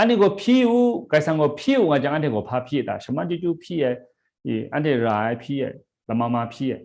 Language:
Kachin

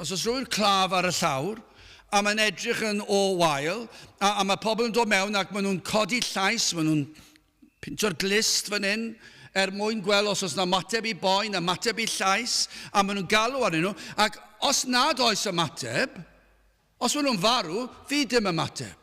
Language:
Welsh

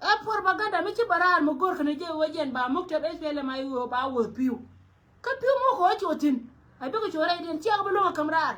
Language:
Nuer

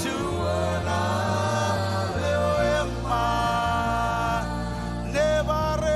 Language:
Marshallese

